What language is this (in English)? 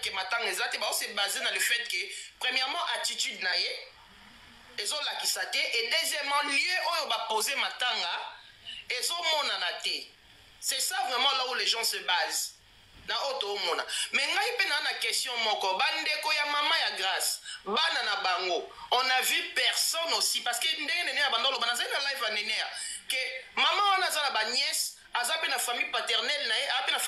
Lingala